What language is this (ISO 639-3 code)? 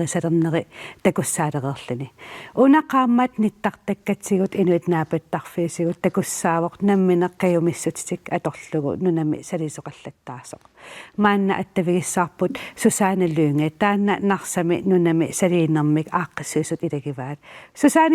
kal